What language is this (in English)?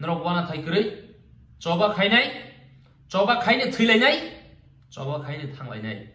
Kok Borok